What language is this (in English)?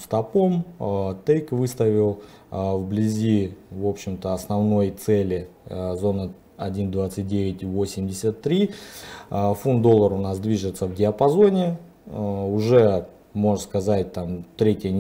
Russian